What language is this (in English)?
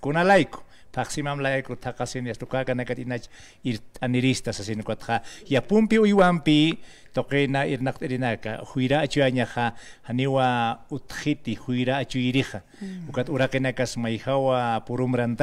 Aymara